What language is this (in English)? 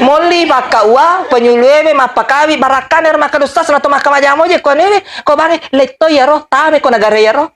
Buginese